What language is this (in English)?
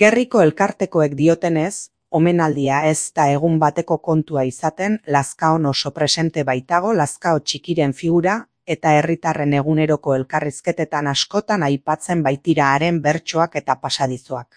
Basque